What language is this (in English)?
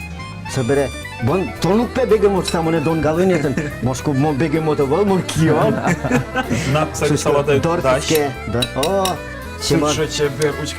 Udmurt